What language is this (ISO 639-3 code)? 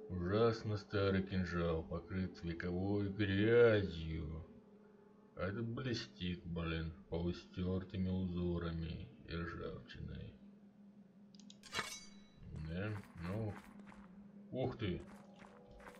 rus